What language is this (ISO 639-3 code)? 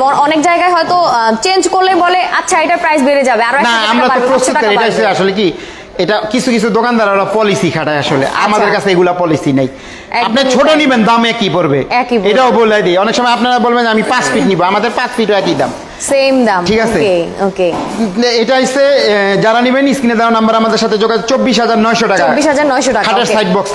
ben